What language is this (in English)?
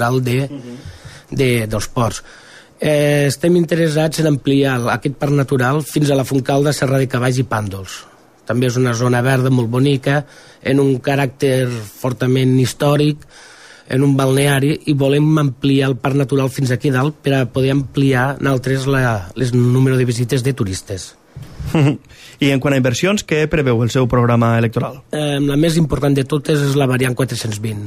Catalan